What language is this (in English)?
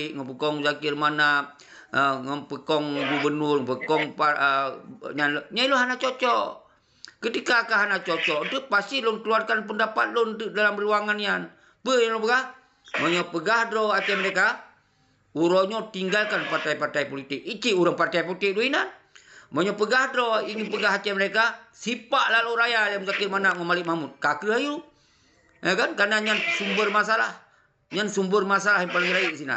Achinese